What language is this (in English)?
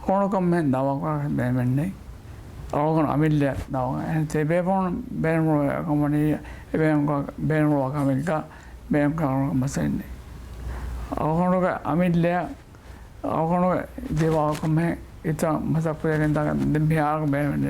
Divehi